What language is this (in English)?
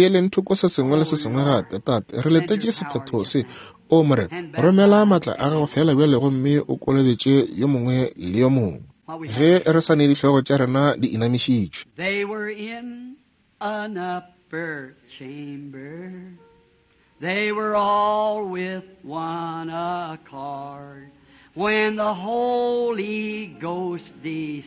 Northern Sotho